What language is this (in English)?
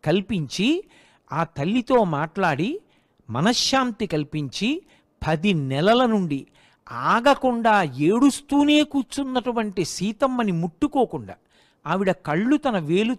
Telugu